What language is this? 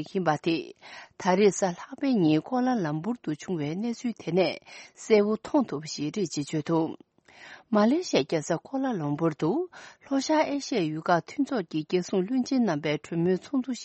Tibetan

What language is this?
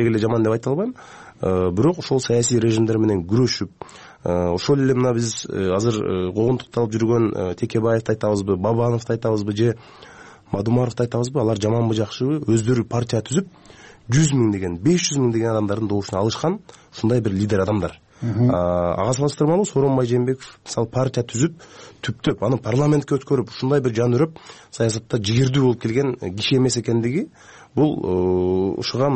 Kyrgyz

